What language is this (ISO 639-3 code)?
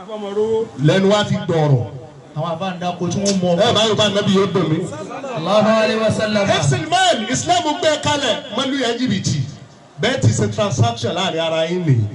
yor